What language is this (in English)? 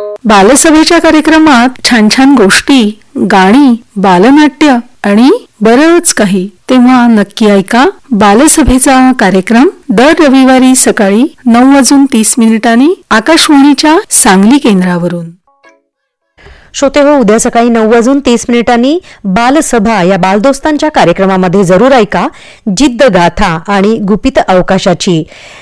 Marathi